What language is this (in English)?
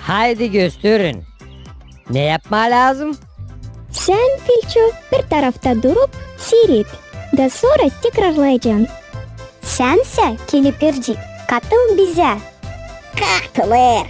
Gagauz